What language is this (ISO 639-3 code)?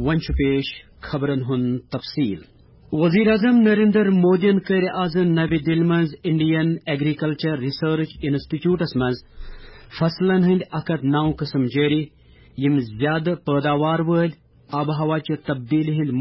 kas